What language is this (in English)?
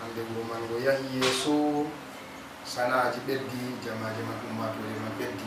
Fula